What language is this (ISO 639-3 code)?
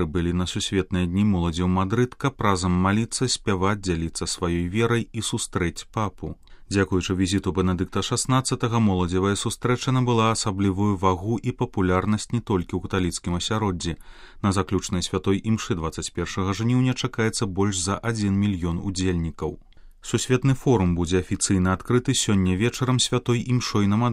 bel